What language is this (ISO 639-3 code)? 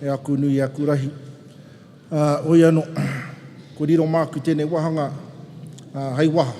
mri